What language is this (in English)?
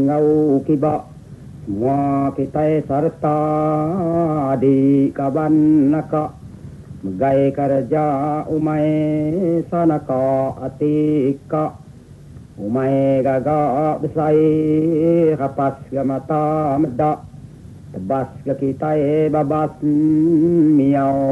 Iban